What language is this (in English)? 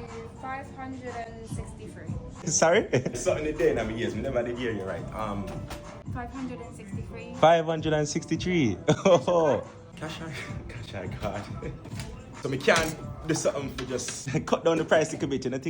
Jamaican Creole English